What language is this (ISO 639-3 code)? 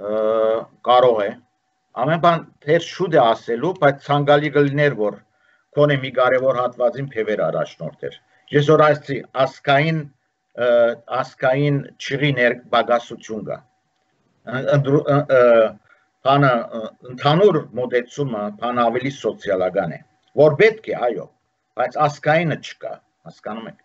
hye